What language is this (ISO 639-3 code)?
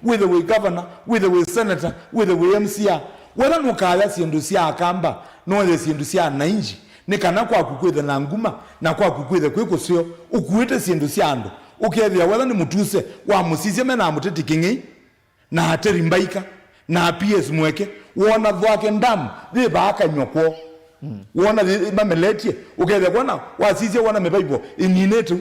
kam